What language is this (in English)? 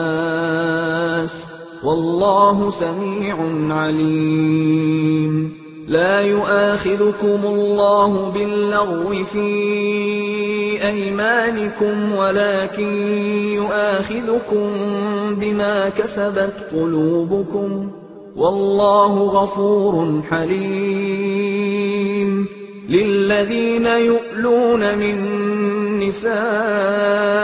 Arabic